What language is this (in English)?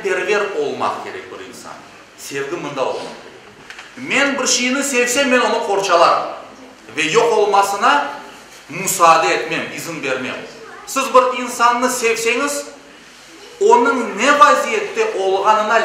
Crimean Tatar